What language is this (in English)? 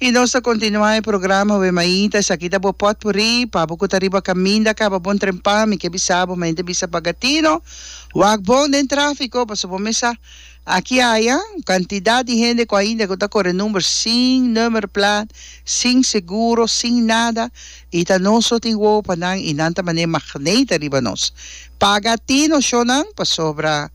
Papiamento